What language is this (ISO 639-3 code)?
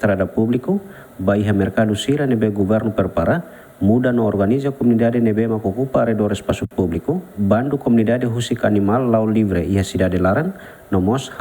tet